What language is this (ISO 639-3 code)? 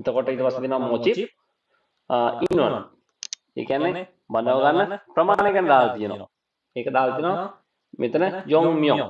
sin